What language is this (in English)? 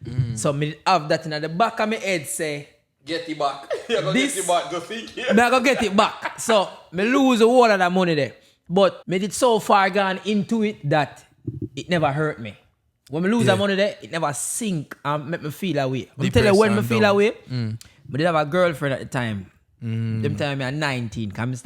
Jamaican Creole English